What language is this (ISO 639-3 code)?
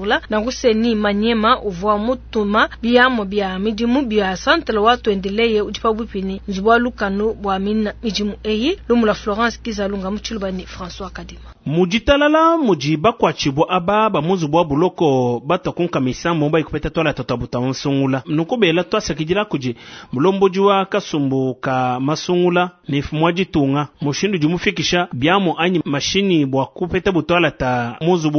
lua